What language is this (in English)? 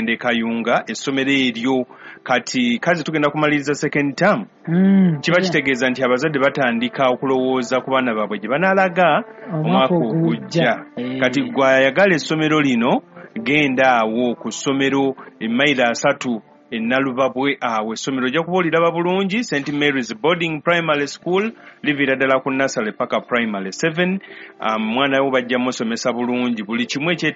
Ganda